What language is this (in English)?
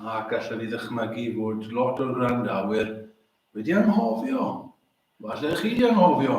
Welsh